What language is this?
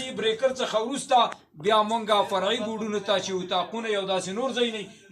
Pashto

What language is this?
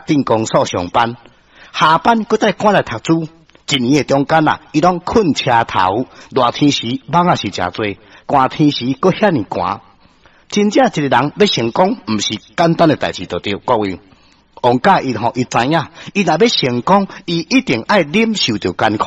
Min Nan Chinese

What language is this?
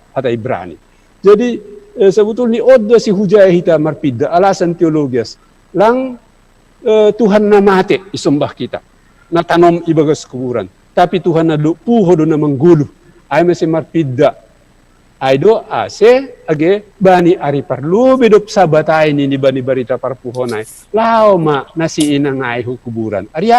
Batak Simalungun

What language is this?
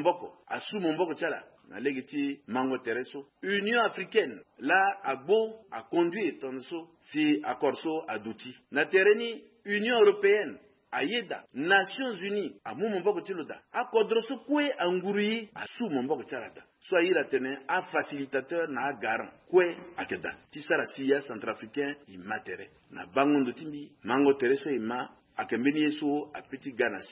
Sango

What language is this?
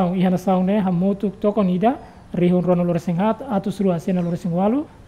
Tetum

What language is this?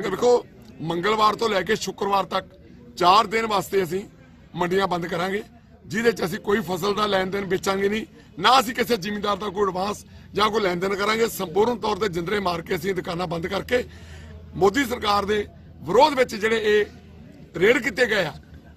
Punjabi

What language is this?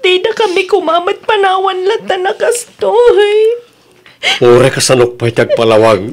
Iloko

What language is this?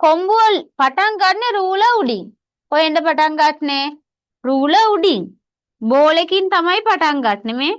Sinhala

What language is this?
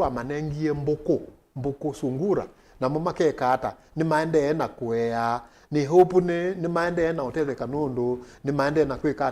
Kamba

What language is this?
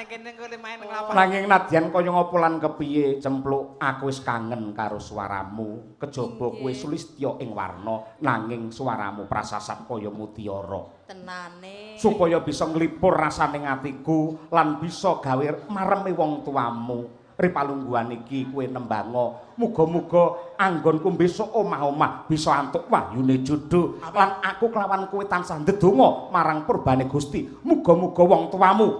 Javanese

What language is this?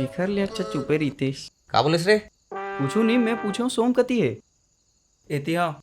Chhattisgarhi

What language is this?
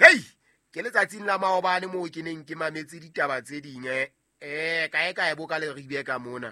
Southern Sotho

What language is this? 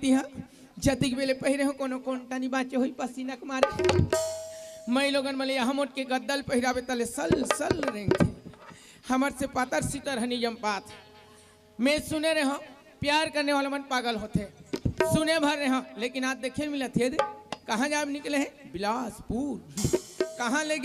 Chhattisgarhi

